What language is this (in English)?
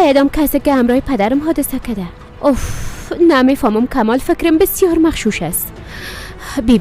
Persian